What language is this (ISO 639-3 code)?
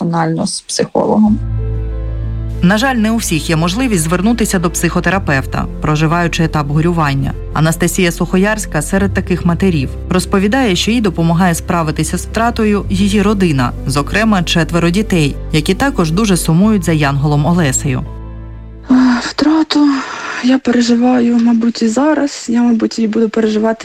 ukr